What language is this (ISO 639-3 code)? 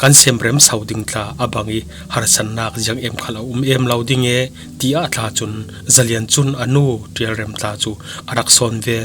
cfm